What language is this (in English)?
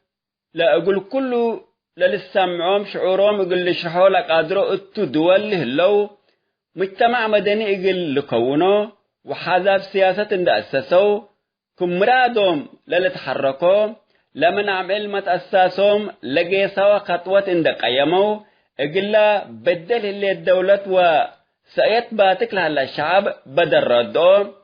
Tigre